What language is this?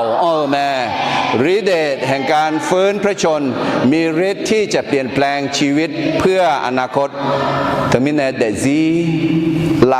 Akha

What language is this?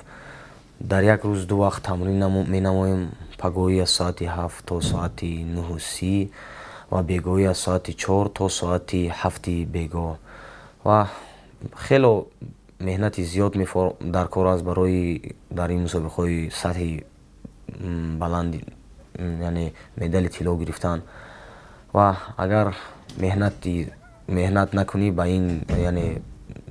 Tajik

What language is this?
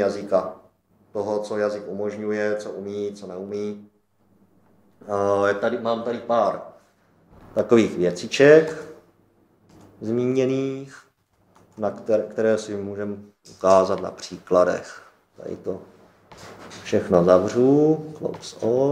Czech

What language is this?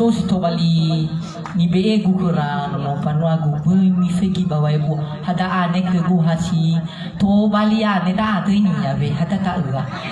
Nias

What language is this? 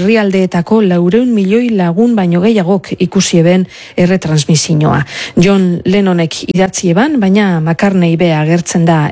Basque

